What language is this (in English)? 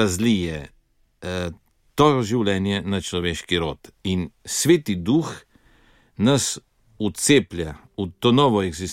Slovenian